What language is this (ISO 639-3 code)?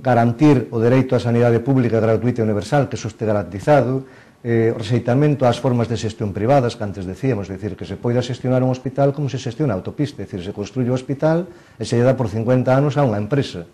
glg